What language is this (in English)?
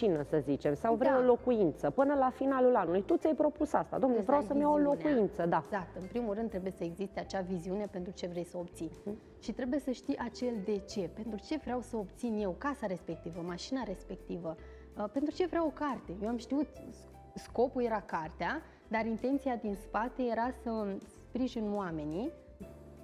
Romanian